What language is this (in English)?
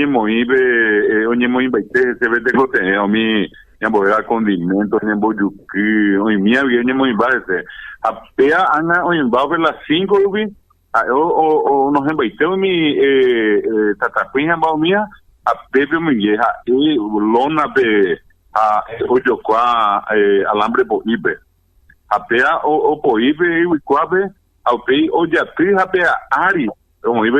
Guarani